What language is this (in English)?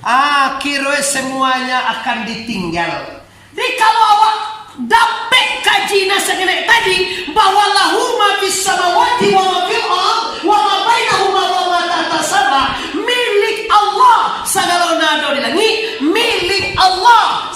Minangkabau